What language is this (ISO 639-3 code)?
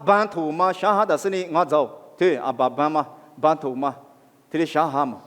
lis